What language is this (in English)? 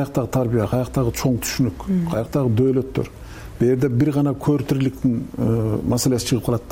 Kyrgyz